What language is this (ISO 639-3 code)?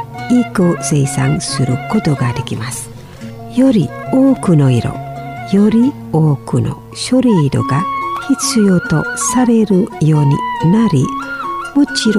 jpn